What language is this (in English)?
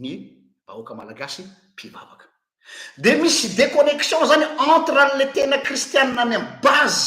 Malagasy